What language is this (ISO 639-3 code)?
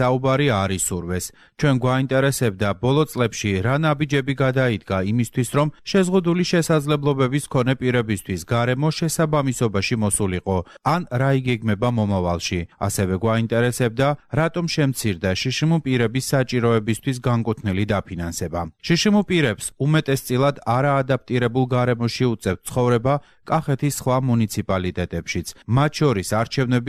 kat